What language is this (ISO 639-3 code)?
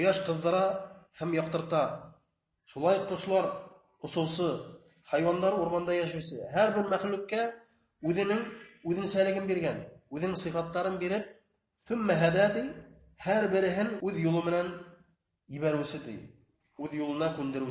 bak